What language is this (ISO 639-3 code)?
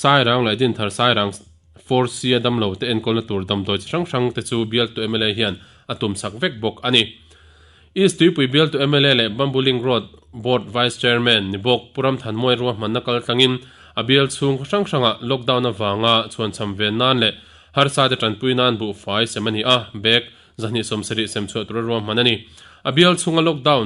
lus